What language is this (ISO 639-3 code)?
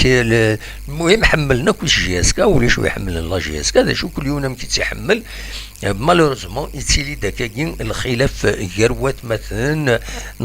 kab